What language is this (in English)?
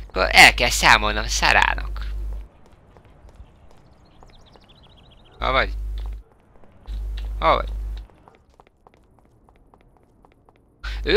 Hungarian